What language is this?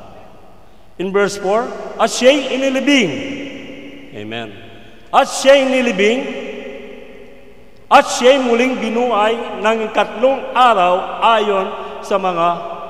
Filipino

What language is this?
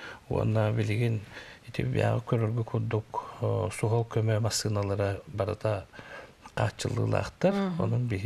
Yakut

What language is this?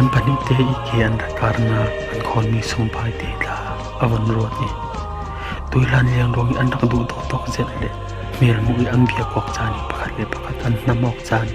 Falam Chin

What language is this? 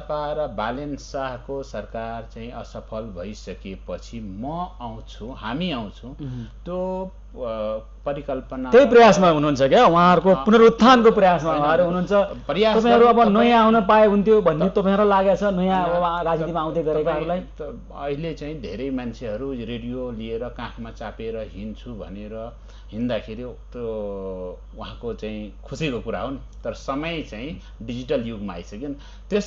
Nepali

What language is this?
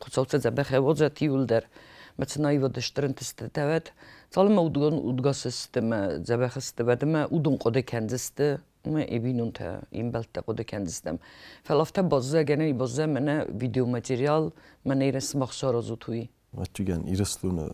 Ossetic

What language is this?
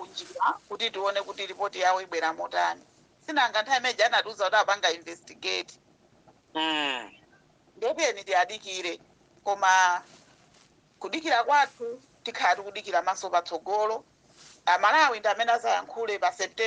Nyanja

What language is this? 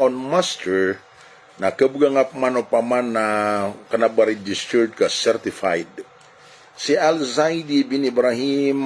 Maranao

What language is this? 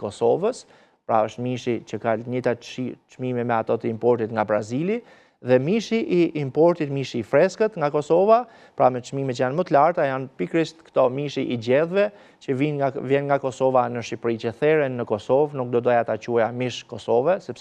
Albanian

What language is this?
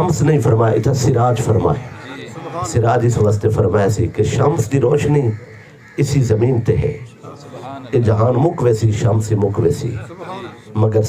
Saraiki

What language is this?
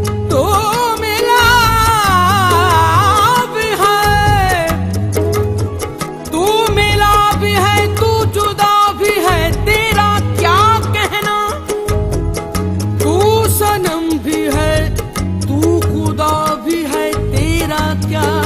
Hindi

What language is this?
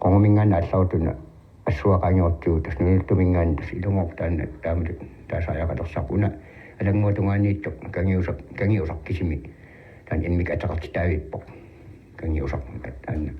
Kalaallisut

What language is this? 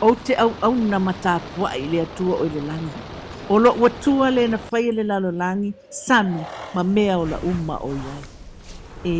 Samoan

